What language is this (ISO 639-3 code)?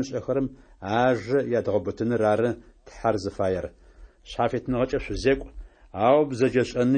ady